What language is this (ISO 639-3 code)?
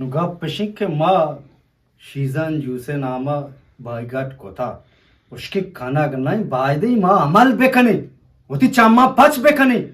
bgp